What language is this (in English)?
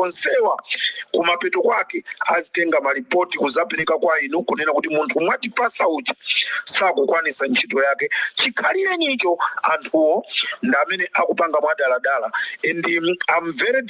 Nyanja